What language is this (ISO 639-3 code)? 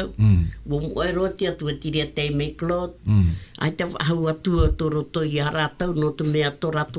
tah